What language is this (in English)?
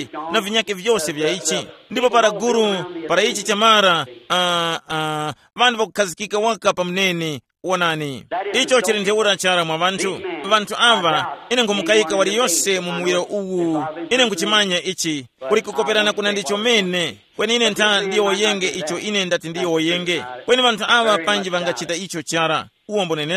Tumbuka